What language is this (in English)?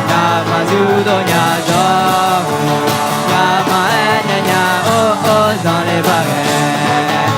Akha